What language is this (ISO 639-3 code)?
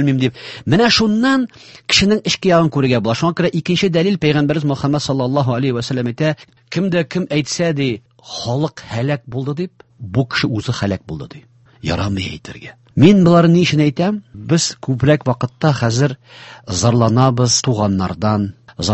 tat